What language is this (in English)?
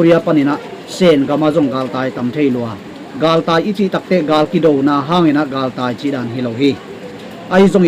Tedim Chin